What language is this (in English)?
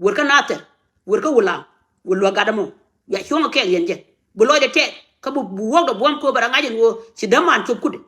Nuer